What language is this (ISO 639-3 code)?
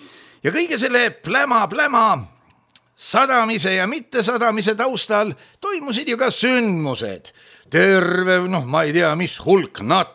est